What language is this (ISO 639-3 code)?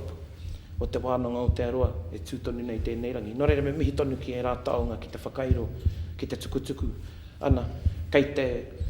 mri